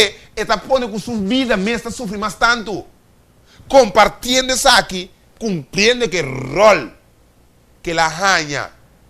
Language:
Papiamento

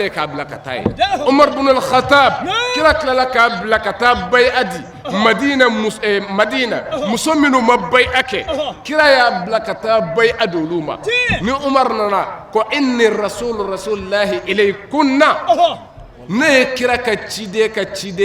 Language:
Bambara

